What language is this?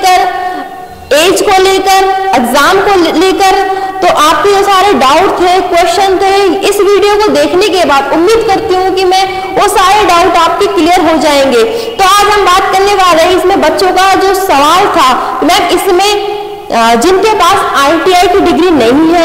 Hindi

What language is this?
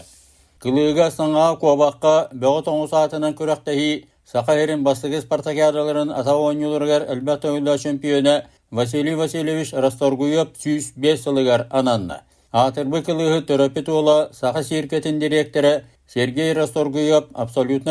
Yakut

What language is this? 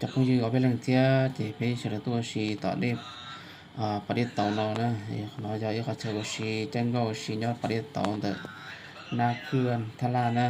Hmong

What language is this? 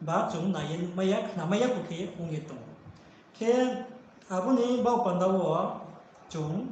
Riang (India)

